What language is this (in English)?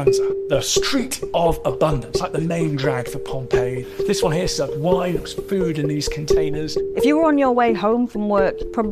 English